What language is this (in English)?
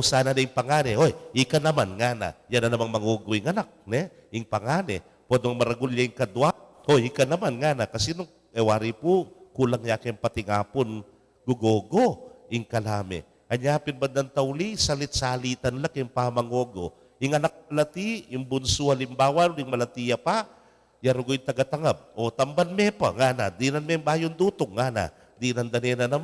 Pampanga